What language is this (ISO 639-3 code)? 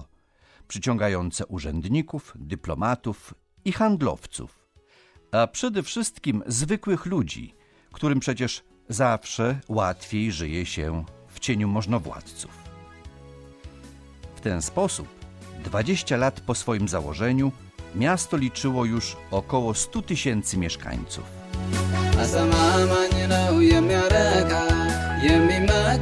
pol